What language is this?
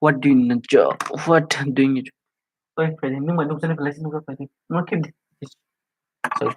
Kok Borok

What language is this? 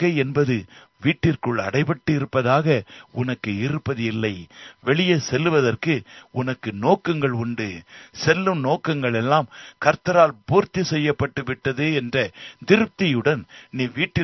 Tamil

